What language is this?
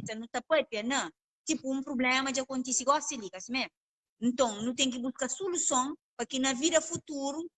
Kabuverdianu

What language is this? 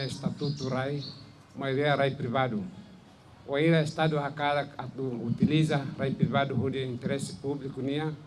Tetum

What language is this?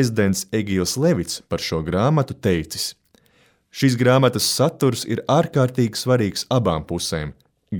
Latvian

